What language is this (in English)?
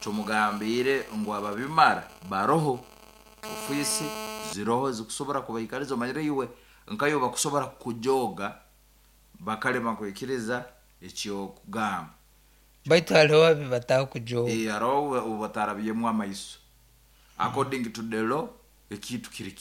Nyankole